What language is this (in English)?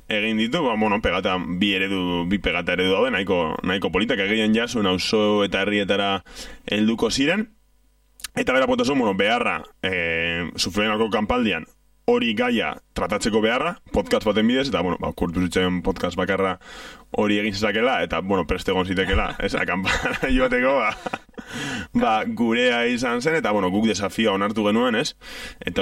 Basque